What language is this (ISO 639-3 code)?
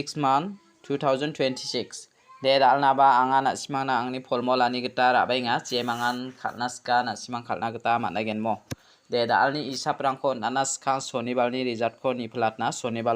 grt